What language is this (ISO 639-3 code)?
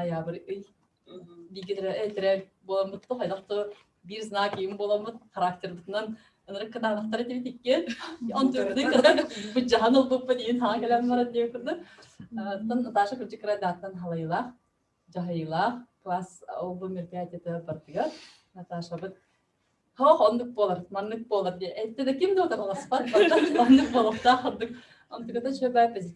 sah